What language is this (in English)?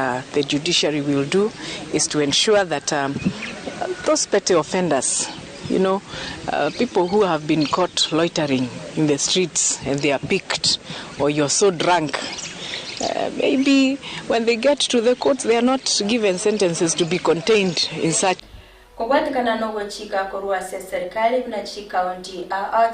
Gusii